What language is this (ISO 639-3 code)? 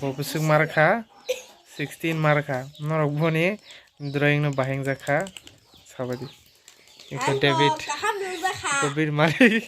trp